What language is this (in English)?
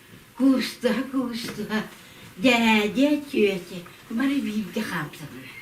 Yakut